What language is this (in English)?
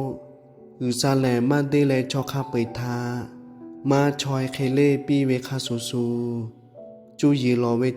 Lahu